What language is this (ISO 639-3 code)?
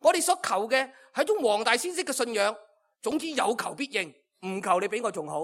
yue